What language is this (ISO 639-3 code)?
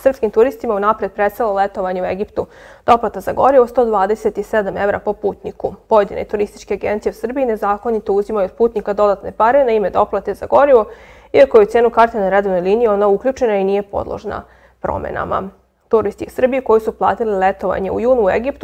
srp